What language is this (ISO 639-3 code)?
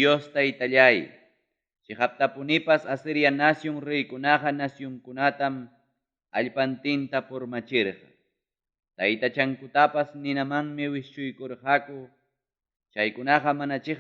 quy